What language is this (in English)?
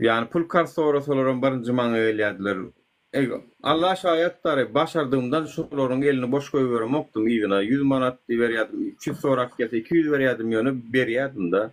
Turkmen